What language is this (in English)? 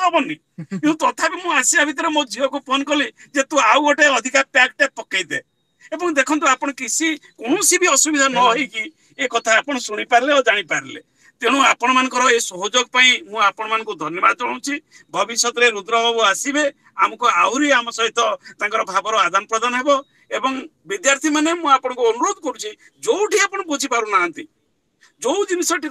Odia